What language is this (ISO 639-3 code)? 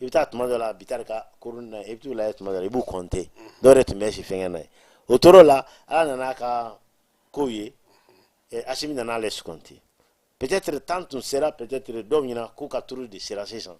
bam